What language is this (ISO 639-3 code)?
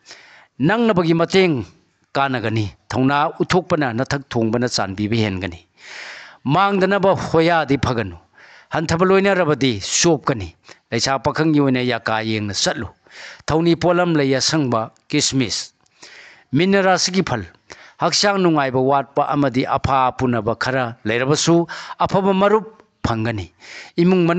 mni